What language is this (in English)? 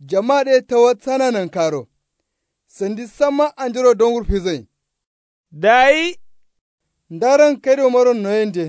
Kanuri